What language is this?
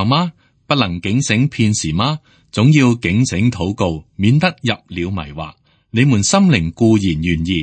Cantonese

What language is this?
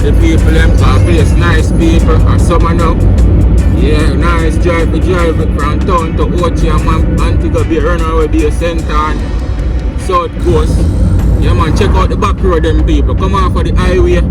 Jamaican Creole English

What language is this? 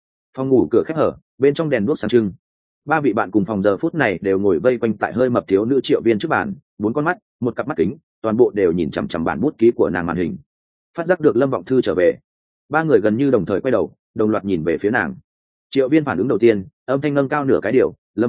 Vietnamese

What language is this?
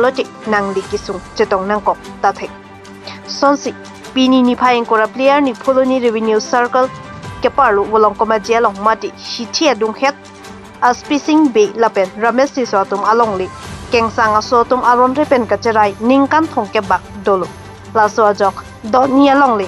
Karbi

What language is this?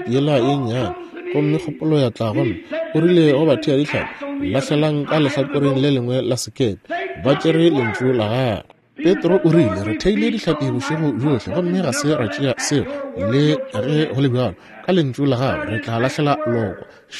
Northern Sotho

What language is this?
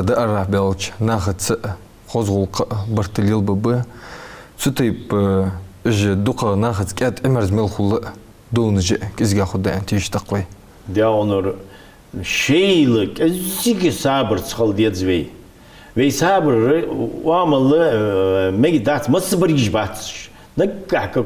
Ingush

